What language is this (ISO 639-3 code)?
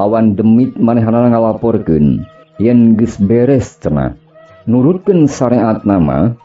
sun